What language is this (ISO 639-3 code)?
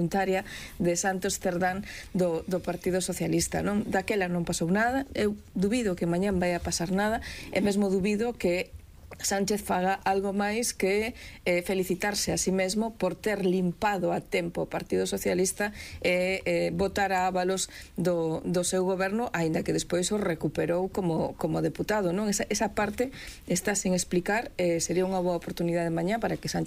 glg